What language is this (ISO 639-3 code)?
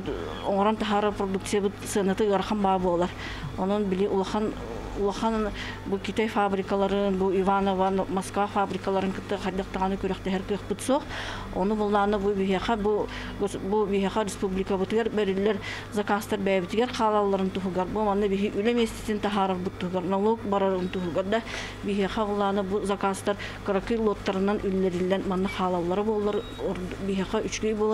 sah